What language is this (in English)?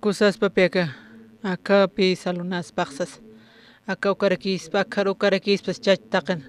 Aymara